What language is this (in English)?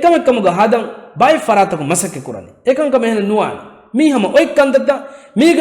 Divehi